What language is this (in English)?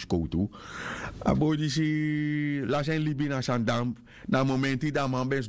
Sranan Tongo